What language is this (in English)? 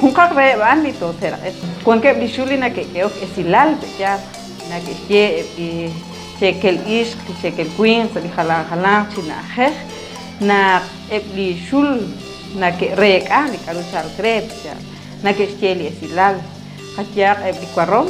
Kekchí